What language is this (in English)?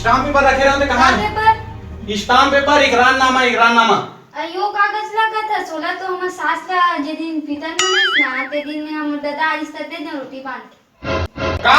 Chhattisgarhi